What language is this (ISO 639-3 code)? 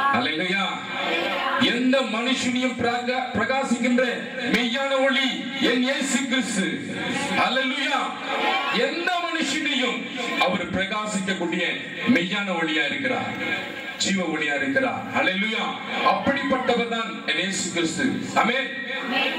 tam